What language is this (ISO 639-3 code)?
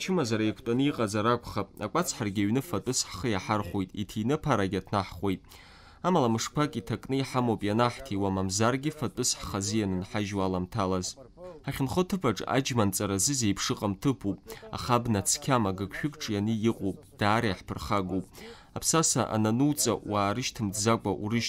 abk